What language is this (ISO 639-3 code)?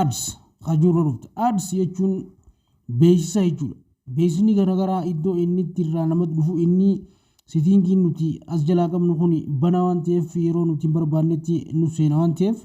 orm